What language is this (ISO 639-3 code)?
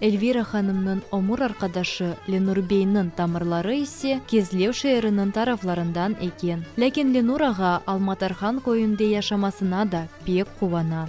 crh